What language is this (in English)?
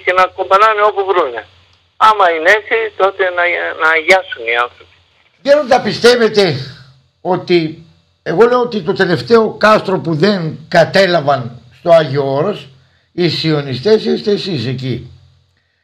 Greek